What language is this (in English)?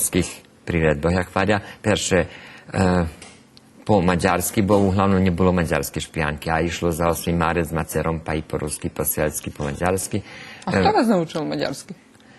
Rusyn